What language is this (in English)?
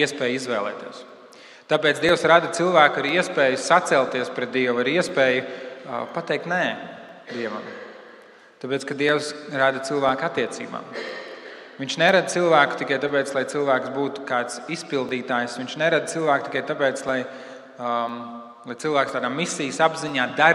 Latvian